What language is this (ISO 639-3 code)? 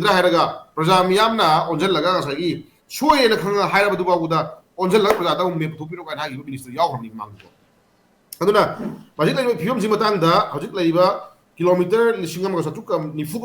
mni